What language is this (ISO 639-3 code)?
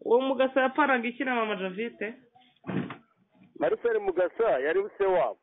kin